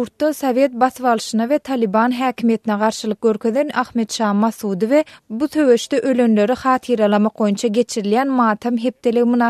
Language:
Turkmen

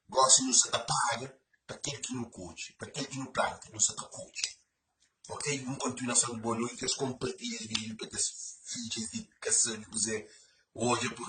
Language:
Kabuverdianu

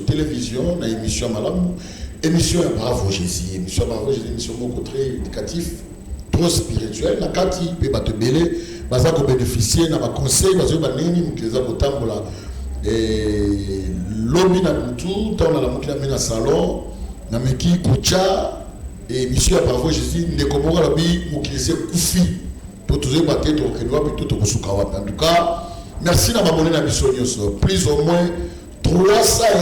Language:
Lingala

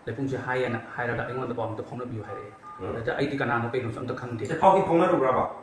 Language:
Manipuri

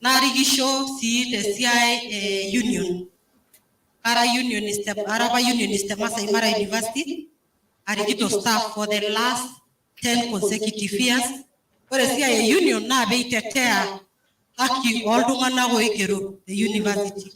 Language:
Masai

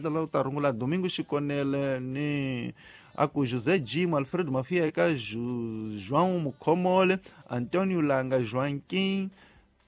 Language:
Tsonga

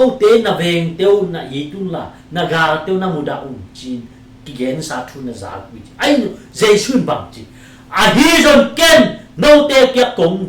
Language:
Tedim Chin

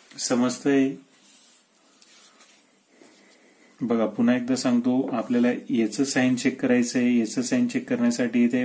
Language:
Marathi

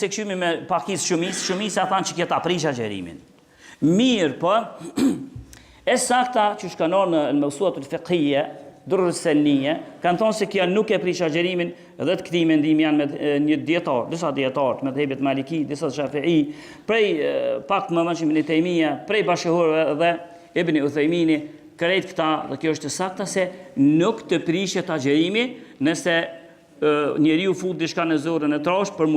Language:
Albanian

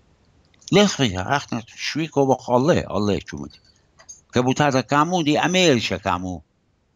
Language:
Assyrian Neo-Aramaic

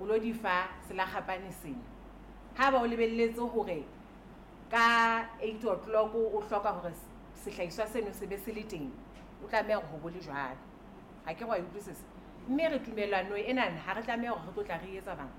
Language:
Southern Sotho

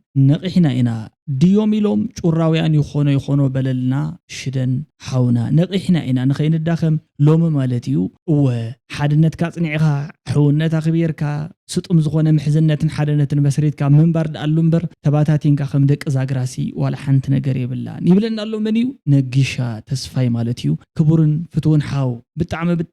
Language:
Tigrinya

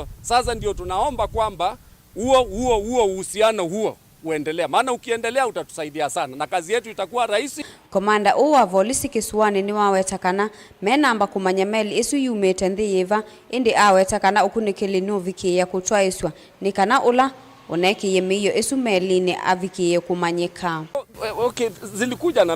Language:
Kamba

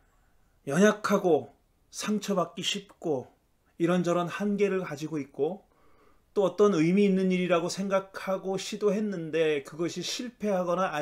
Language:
Korean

